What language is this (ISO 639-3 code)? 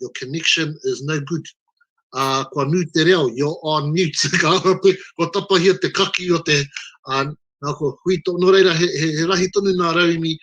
mri